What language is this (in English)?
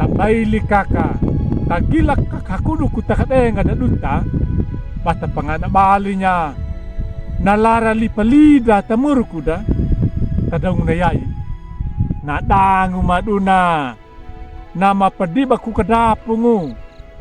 Anakalangu